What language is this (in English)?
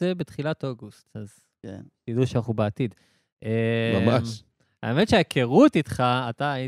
Hebrew